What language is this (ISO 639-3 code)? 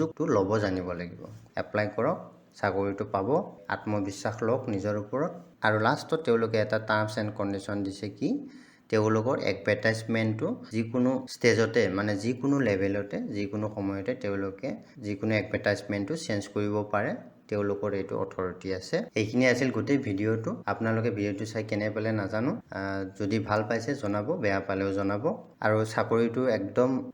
asm